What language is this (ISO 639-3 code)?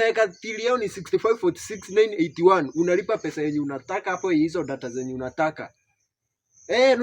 swa